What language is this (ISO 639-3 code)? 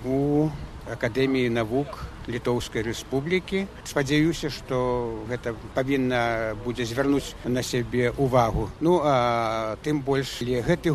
bel